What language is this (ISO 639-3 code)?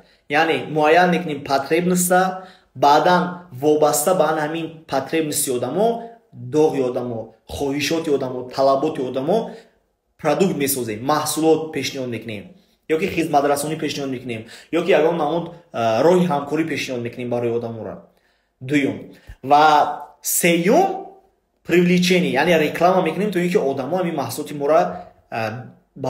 tgk